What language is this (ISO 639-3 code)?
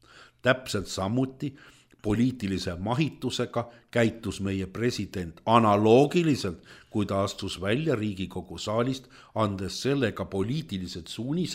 est